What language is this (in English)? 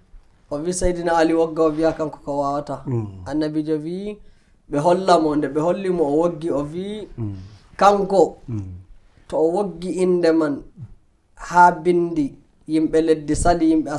Nigerian Fulfulde